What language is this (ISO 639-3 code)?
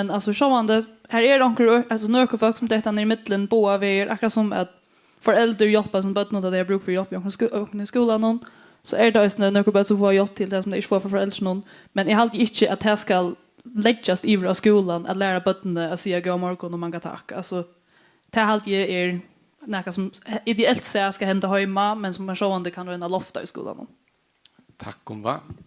fao